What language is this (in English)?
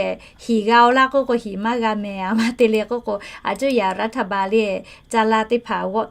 Lahu